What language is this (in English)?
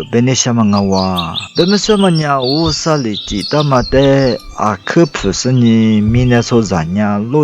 Lisu